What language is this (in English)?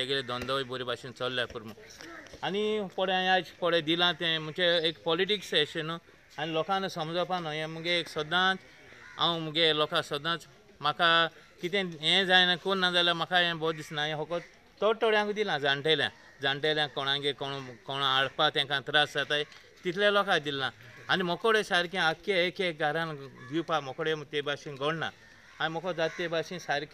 Konkani